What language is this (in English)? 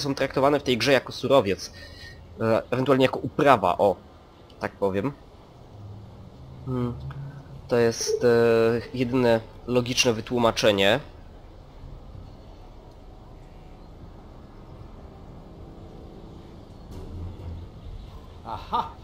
Polish